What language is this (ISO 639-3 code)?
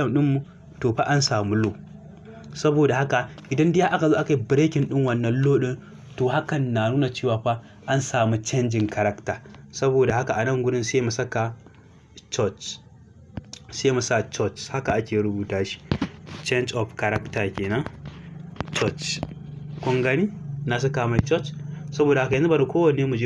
hau